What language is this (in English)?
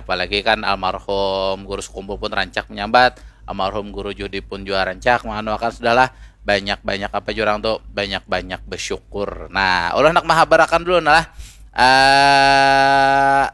Banjar